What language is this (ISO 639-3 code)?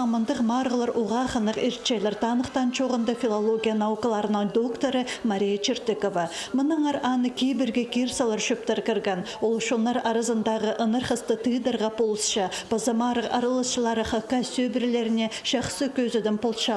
kjh